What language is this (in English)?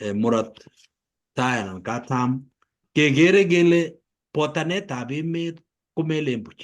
Kalenjin